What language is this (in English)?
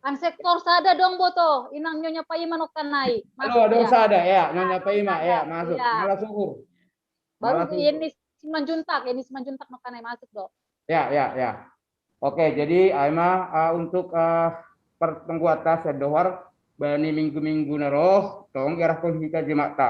Batak Simalungun